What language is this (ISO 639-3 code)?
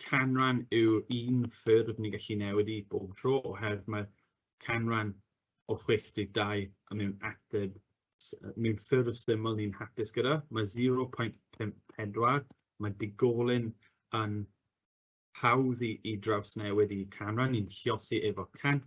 cym